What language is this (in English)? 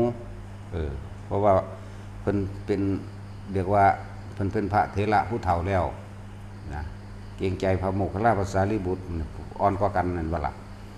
Northeastern Thai